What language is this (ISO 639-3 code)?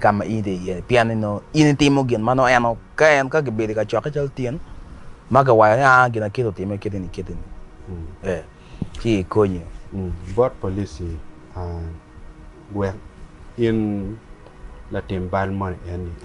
ach